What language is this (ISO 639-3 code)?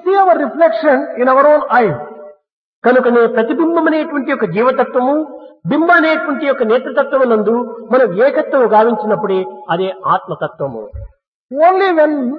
tel